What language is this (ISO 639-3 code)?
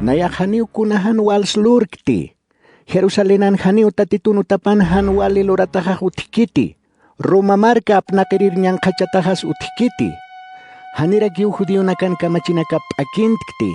aym